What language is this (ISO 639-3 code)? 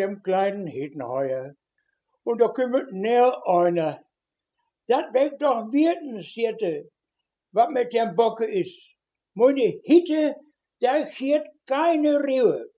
wep